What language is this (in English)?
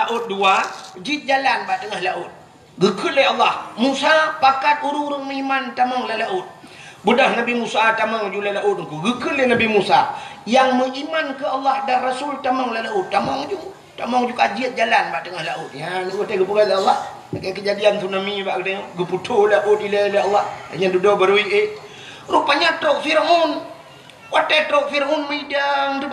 Achinese